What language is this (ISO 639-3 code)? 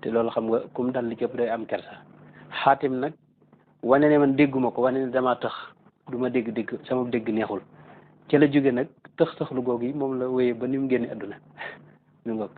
wol